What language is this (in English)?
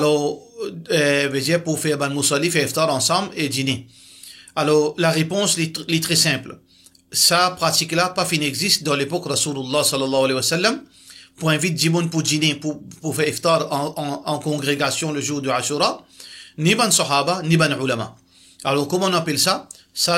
Morisyen